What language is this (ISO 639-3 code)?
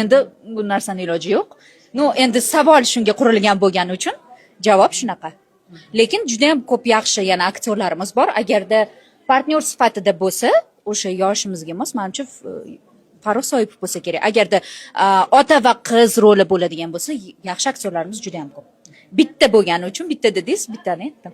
uzb